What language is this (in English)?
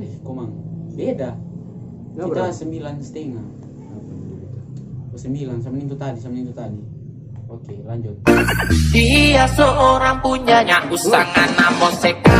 Manado Malay